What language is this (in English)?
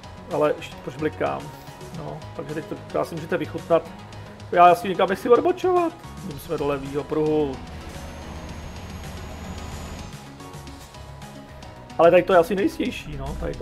Czech